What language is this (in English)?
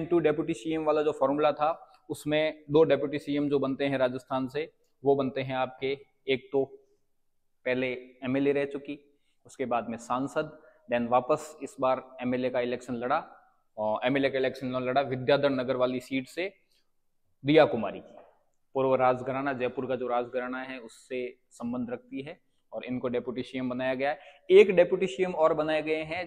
Hindi